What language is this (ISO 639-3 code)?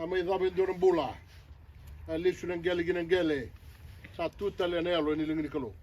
fij